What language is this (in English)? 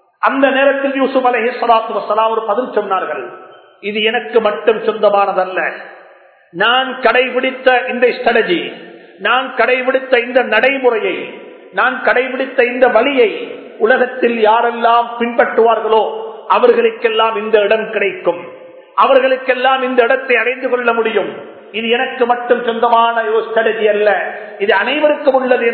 Tamil